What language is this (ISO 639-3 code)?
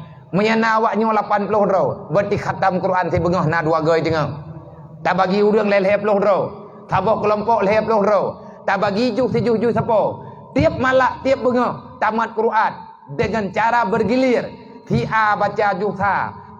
ace